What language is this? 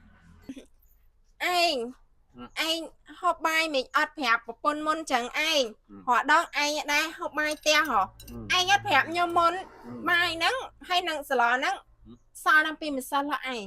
Khmer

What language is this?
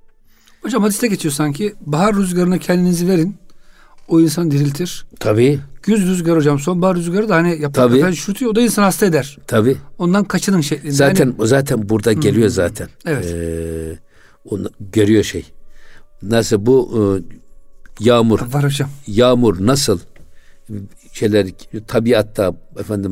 Turkish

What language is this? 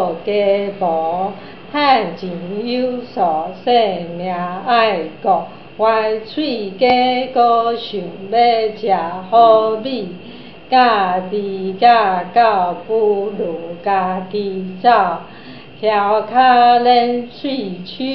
Min Nan Chinese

